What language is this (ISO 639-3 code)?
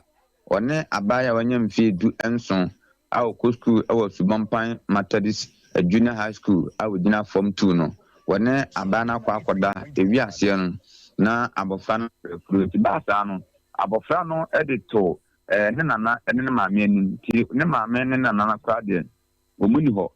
aka